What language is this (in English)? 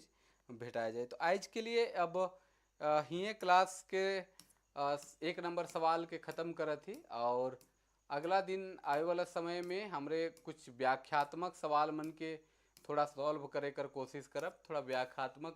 Sadri